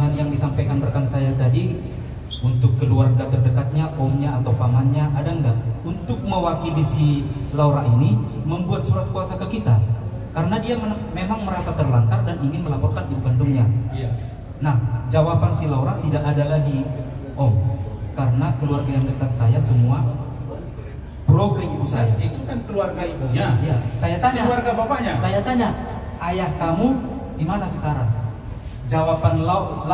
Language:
Indonesian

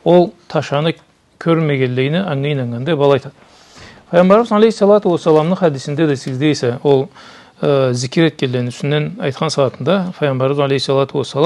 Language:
Karachay-Balkar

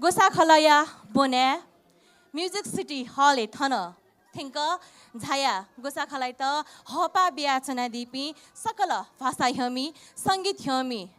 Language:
Newari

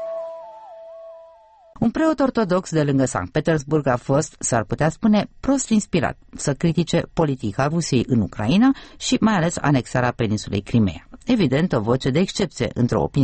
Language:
Romanian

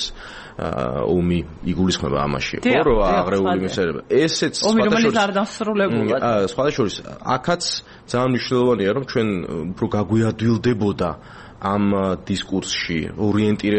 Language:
Georgian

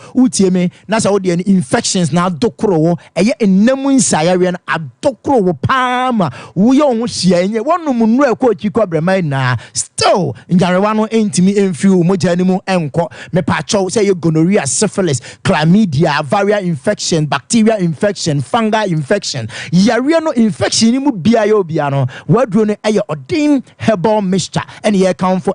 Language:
Akan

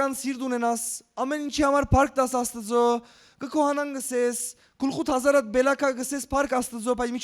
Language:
Western Armenian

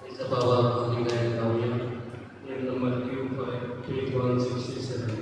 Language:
Konkani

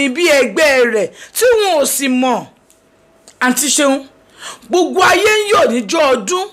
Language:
Yoruba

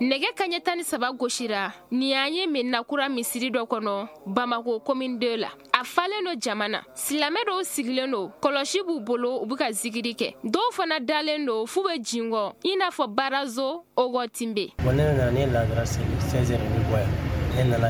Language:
Bambara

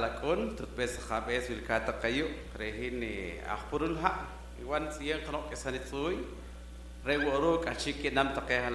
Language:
Poqomchi'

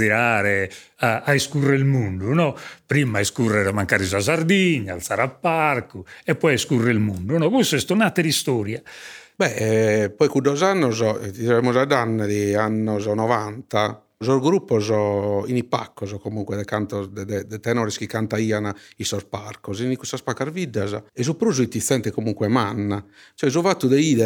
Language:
Sardinian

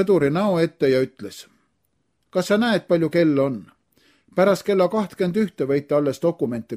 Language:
Estonian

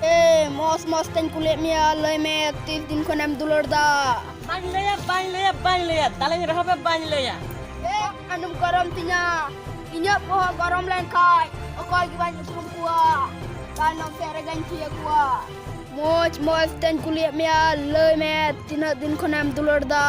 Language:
Santali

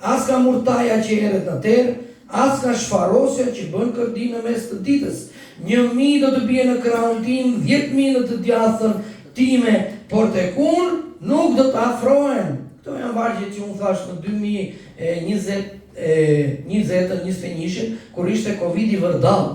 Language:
Albanian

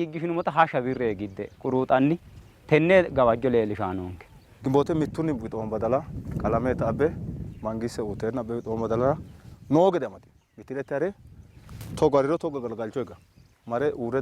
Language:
Sidamo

